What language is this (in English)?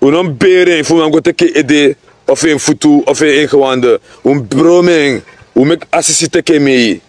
Sranan Tongo